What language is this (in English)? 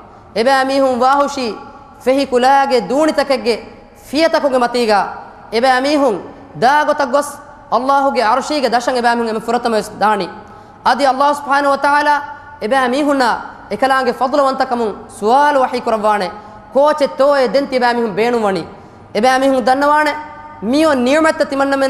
Divehi